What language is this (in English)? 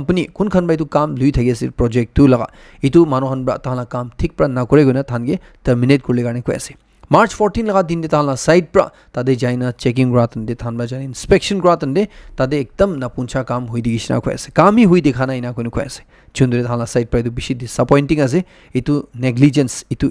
Naga Pidgin